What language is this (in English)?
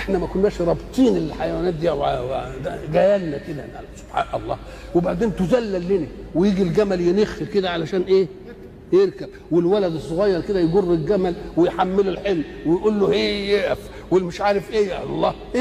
Egyptian Arabic